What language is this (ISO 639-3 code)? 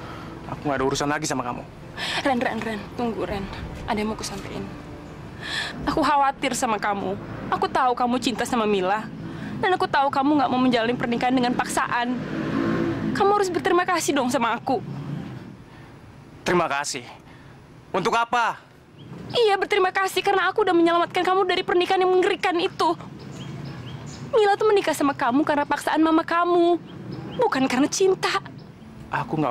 ind